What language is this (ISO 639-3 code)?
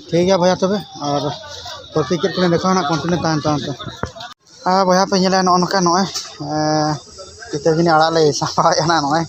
sat